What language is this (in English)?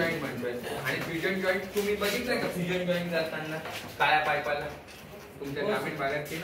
Marathi